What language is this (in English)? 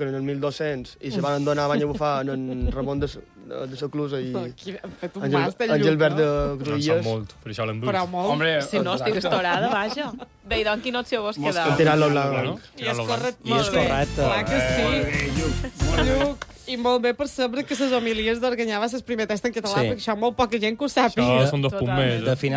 Catalan